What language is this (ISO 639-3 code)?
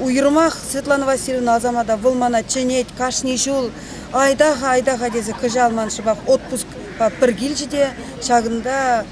chv